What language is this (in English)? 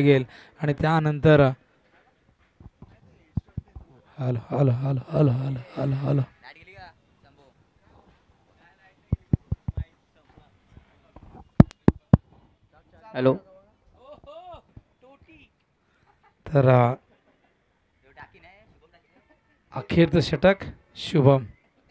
Marathi